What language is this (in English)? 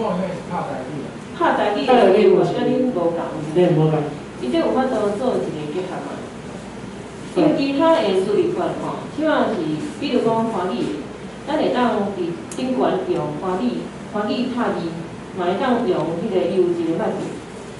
Min Nan Chinese